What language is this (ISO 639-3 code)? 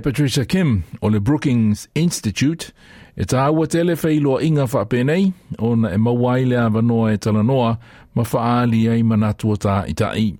smo